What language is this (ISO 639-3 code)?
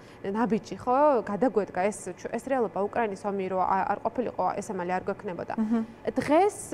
kat